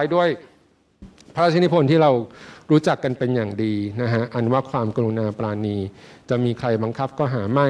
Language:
Thai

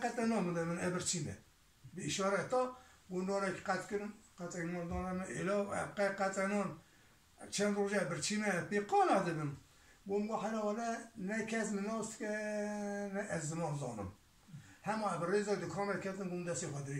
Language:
Kurdish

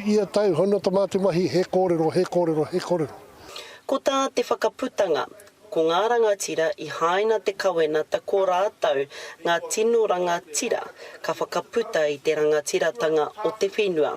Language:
Māori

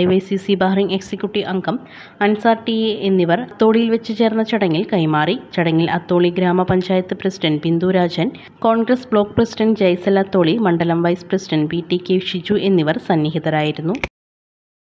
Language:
Malayalam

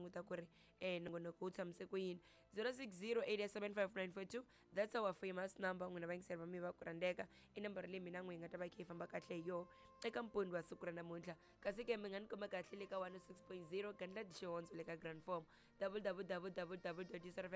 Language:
Tsonga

